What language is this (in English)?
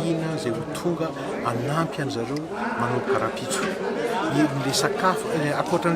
Malagasy